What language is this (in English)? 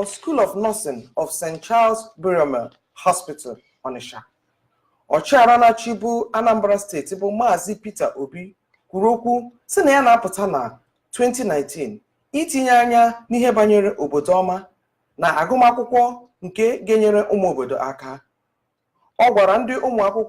Igbo